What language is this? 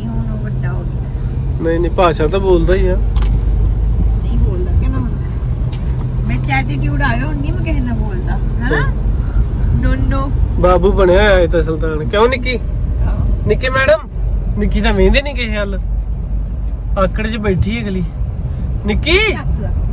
Punjabi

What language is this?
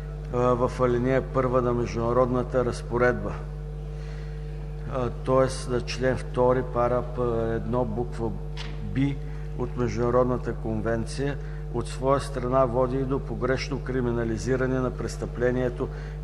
Bulgarian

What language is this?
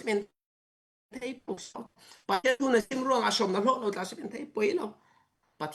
Falam Chin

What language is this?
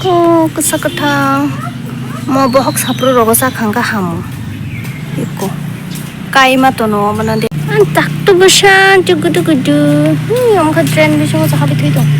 Kok Borok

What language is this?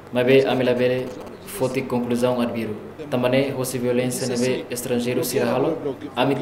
Tetum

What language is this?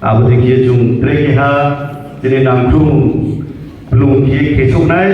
Riang (India)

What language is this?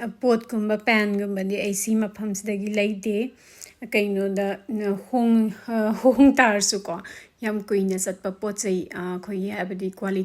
Manipuri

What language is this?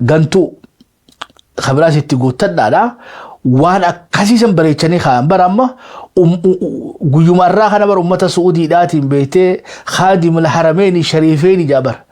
Oromo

